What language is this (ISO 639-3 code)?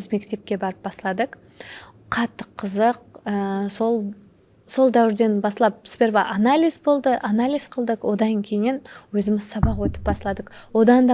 kaa